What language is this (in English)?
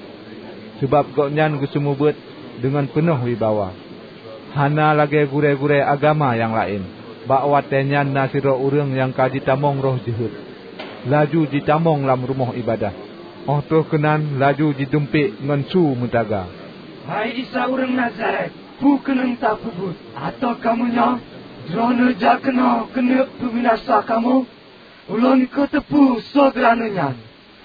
Achinese